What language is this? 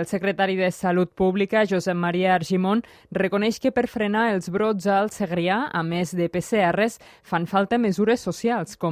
Catalan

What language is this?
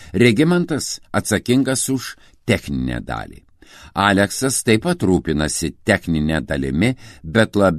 Lithuanian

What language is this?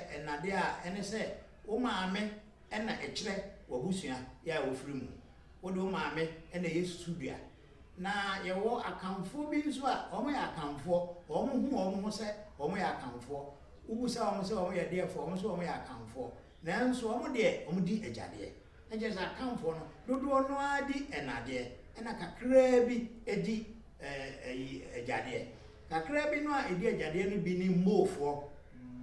Akan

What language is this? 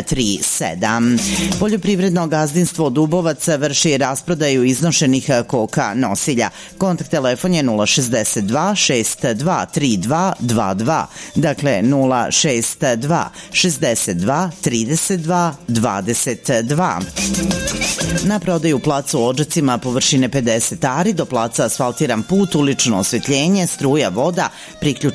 Serbian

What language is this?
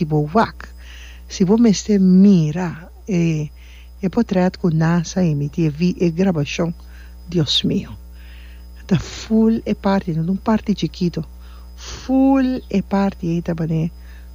Papiamento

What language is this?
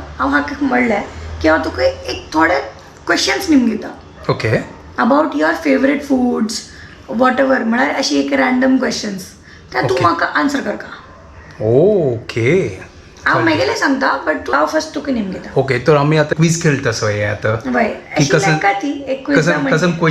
Konkani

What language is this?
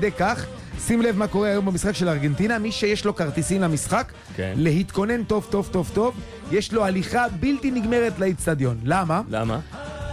Hebrew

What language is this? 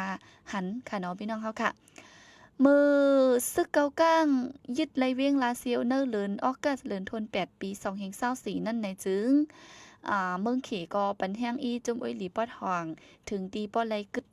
Shan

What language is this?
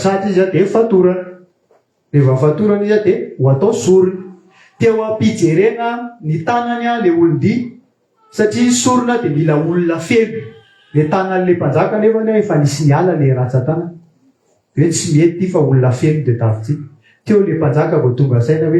Malagasy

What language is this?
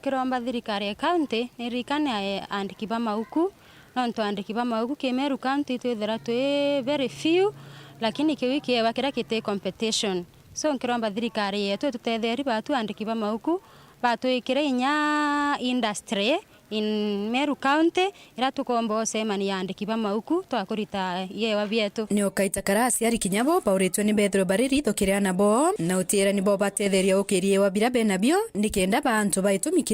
Meru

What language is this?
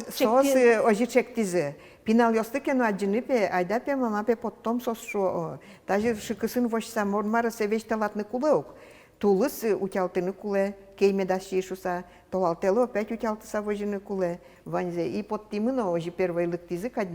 Udmurt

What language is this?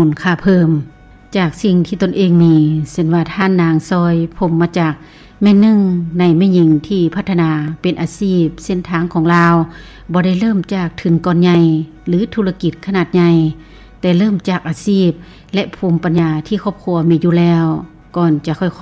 Lao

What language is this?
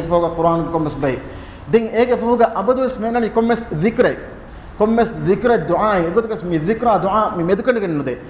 Divehi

